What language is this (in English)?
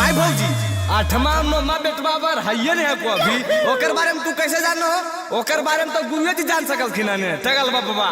Magahi